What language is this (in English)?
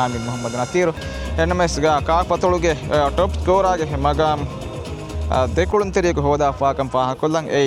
Divehi